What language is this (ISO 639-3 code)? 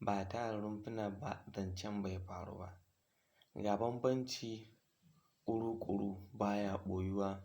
hau